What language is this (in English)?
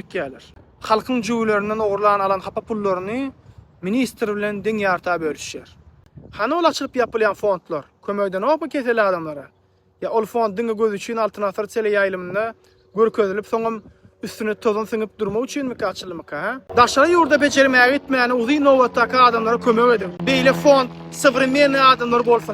Turkmen